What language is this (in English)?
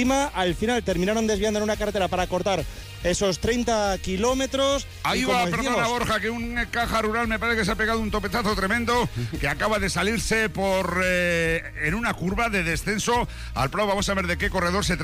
Spanish